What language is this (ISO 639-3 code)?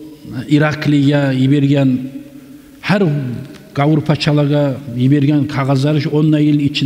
kum